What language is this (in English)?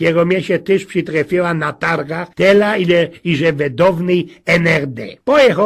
Silesian